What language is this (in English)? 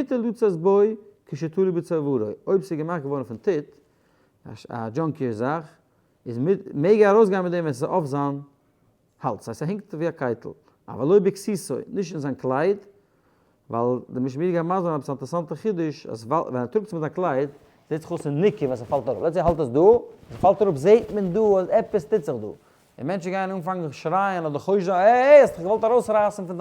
Yiddish